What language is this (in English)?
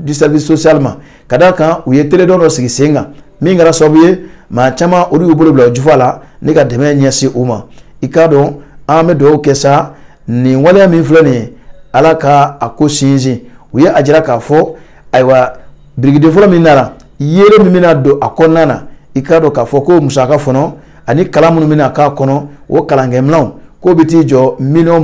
Bambara